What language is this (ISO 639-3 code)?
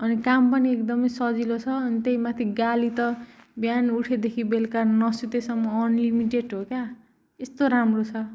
nep